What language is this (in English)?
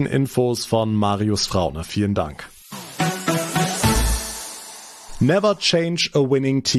German